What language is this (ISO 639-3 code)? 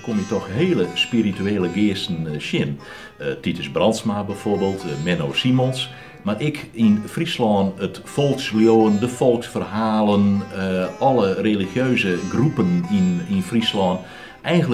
fry